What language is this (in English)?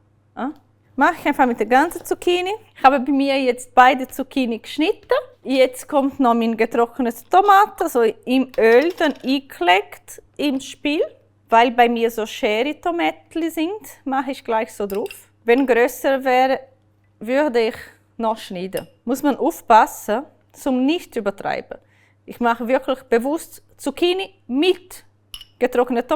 Swiss German